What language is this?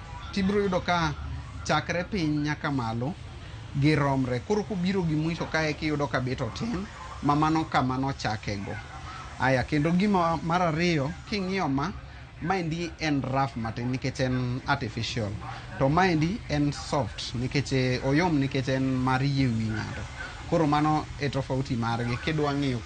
Luo (Kenya and Tanzania)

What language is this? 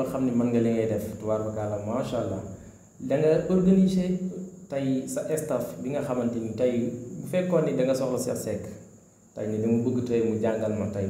Wolof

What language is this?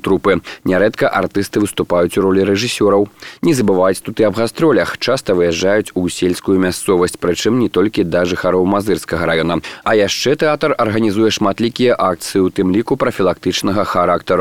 Belarusian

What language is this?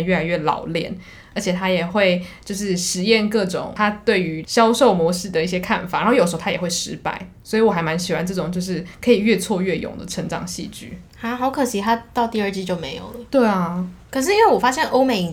Chinese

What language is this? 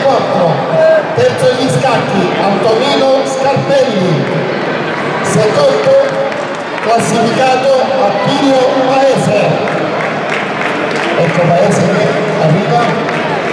Italian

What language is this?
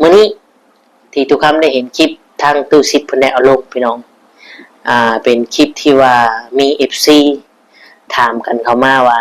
Lao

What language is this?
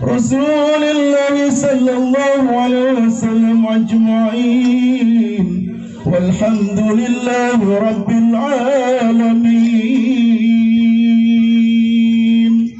Betawi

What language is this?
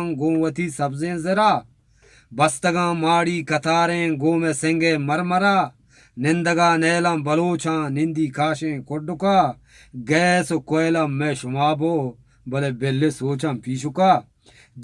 Eastern Balochi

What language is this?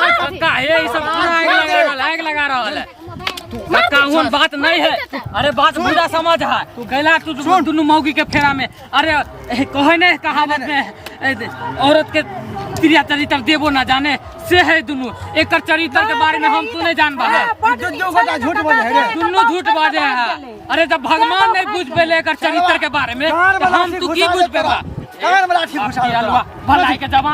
Maithili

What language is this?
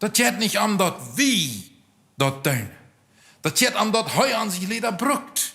Plautdietsch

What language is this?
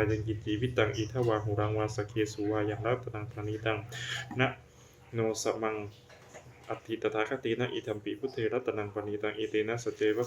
Pali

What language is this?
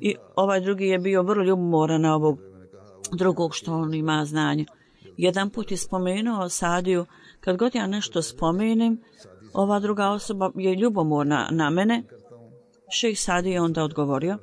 Bosnian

